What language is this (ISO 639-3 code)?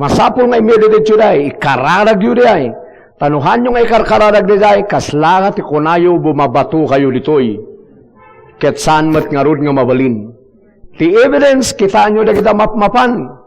ilo